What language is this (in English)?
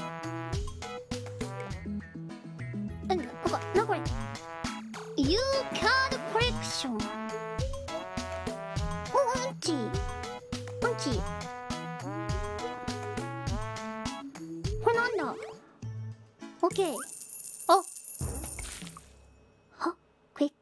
Japanese